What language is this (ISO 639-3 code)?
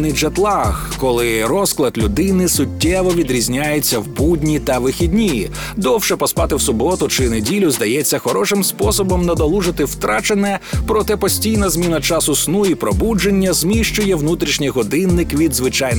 ukr